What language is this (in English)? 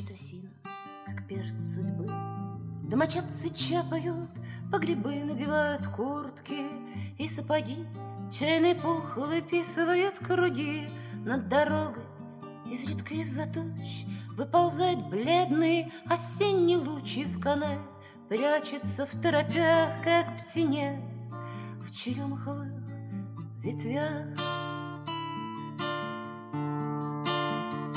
Russian